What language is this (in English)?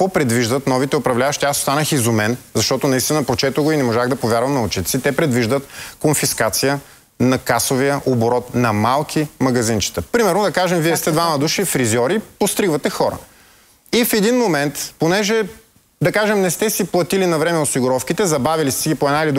Bulgarian